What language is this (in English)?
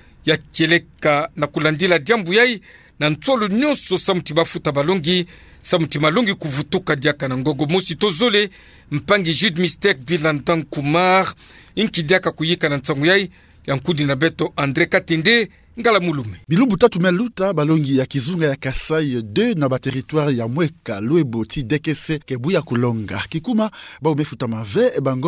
Kituba (Democratic Republic of Congo)